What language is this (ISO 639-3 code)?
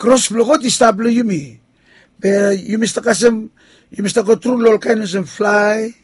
bis